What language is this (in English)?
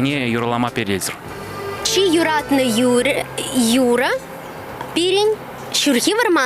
Chuvash